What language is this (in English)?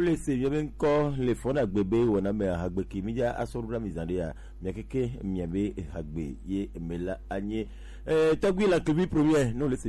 Gen